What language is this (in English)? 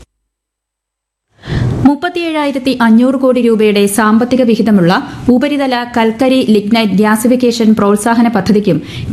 Malayalam